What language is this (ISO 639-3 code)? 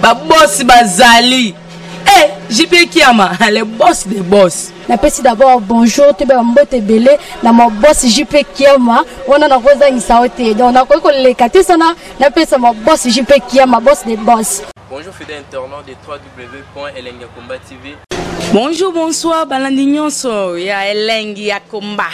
lin